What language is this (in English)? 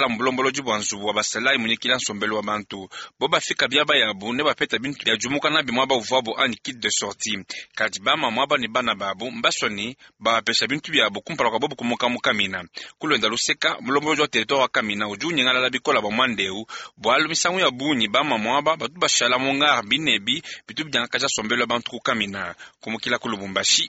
Luba-Lulua